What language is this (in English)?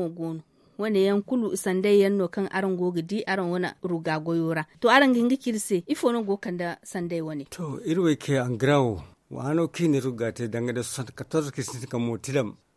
Zarma